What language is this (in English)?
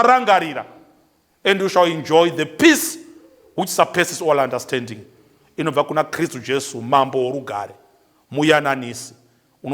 Shona